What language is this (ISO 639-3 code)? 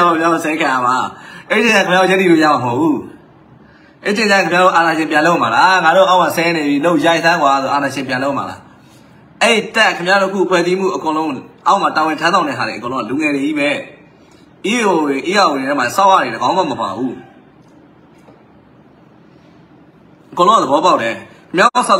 mya